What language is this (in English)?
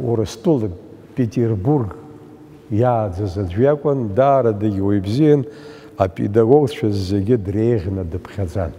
Abkhazian